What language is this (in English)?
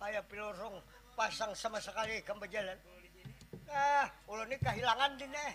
Banjar